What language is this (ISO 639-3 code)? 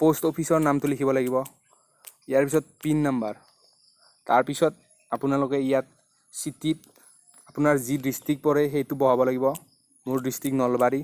asm